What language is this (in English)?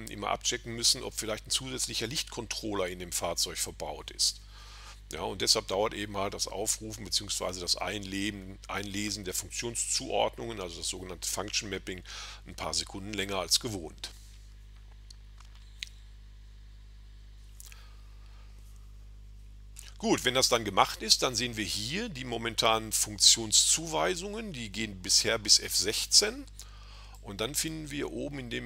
German